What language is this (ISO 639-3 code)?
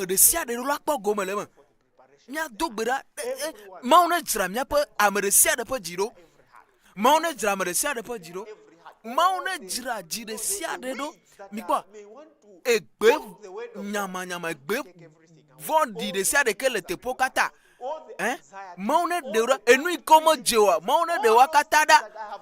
ewe